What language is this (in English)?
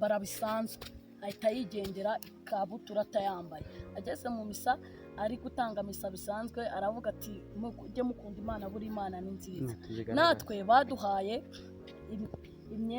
Kinyarwanda